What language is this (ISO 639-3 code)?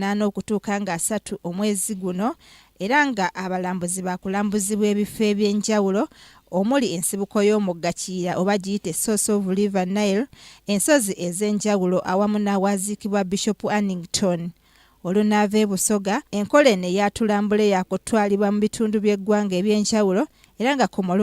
lug